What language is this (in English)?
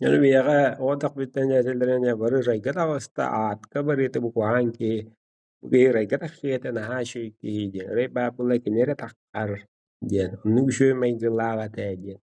Yakut